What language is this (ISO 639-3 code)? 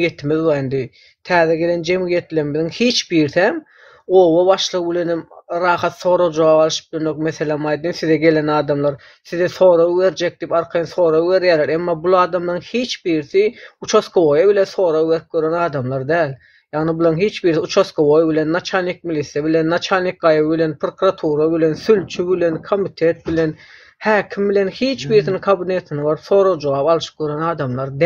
tuk